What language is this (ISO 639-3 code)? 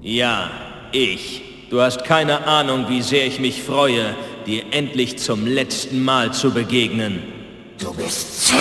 bar